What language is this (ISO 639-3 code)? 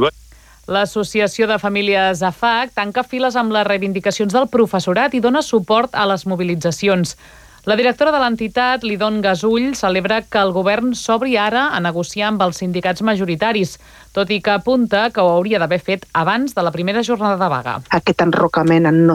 cat